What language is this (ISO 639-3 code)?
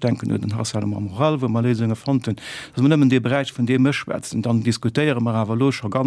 ltz